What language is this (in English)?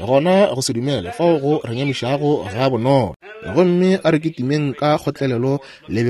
Northern Sotho